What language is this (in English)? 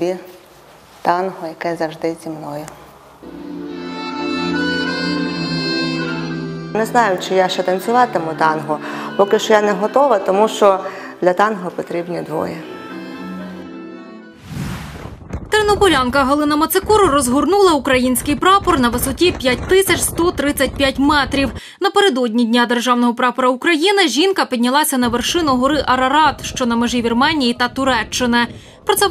Ukrainian